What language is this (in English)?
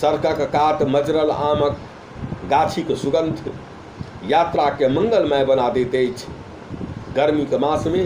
Maithili